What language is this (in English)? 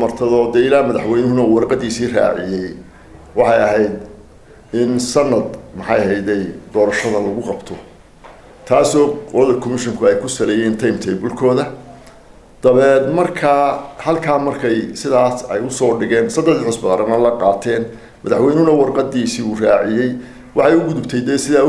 Somali